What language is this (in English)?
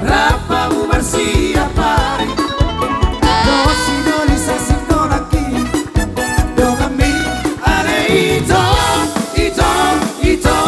Batak Toba